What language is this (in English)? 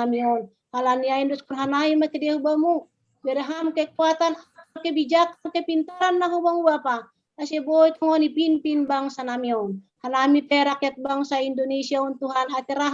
Batak Simalungun